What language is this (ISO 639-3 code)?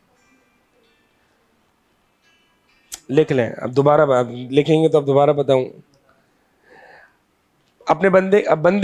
urd